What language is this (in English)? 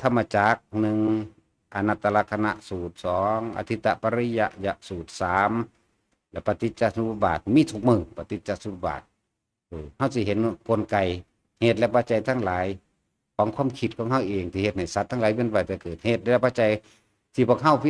Northeastern Thai